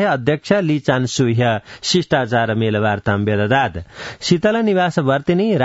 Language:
Sanskrit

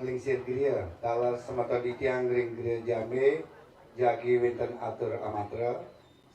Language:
Balinese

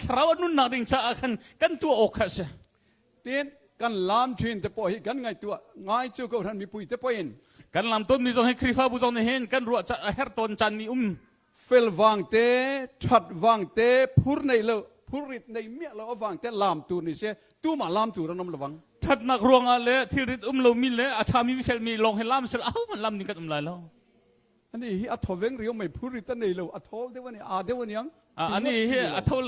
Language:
Hakha Chin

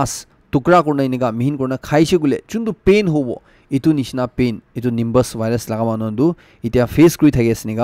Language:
Naga Pidgin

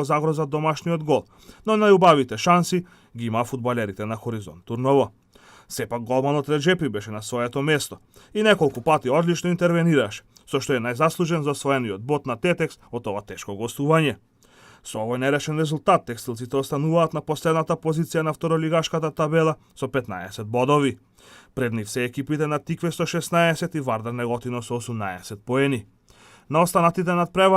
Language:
Macedonian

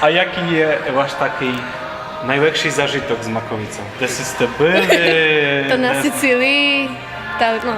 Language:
Rusyn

